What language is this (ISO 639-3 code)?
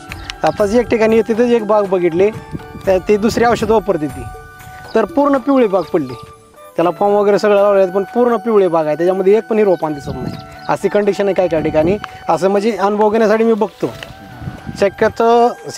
mar